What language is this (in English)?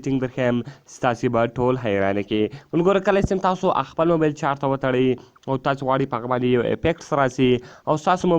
Pashto